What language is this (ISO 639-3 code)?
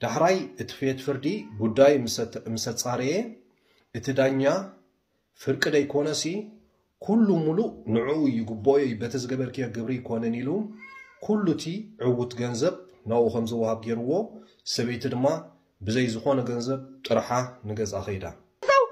tir